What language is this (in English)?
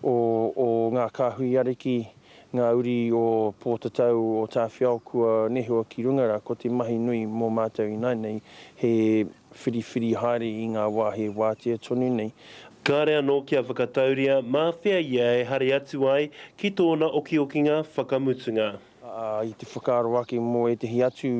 Māori